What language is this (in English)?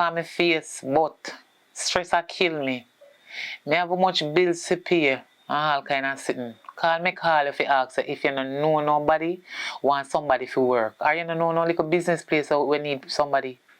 Jamaican Creole English